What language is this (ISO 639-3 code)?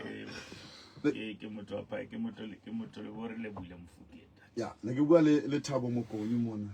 sot